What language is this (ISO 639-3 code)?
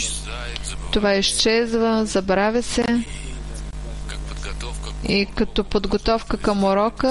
bul